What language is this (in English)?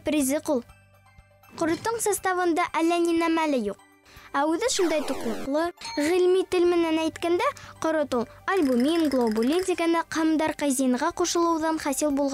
Bashkir